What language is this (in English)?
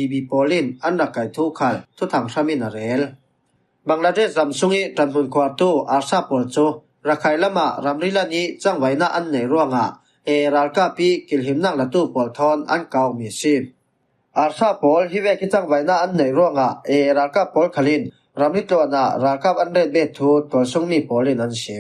Falam Chin